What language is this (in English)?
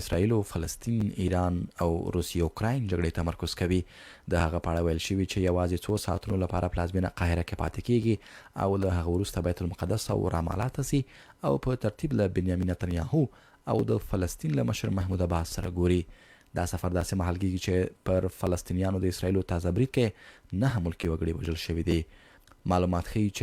Pashto